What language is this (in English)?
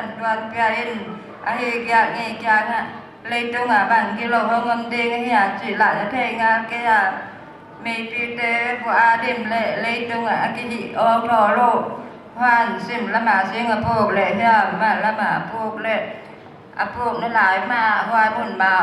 Paite Chin